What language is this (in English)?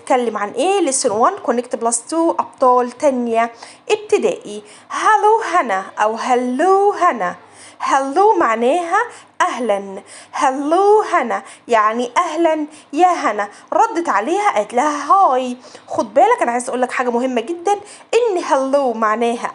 Egyptian Arabic